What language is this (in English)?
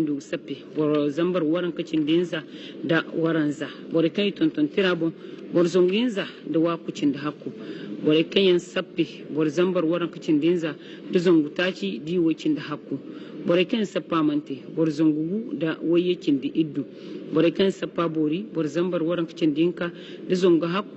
Hausa